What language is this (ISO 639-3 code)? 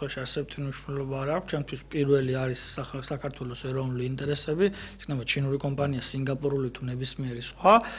kat